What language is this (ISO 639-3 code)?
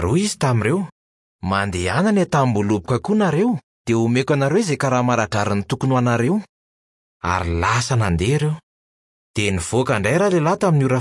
mlg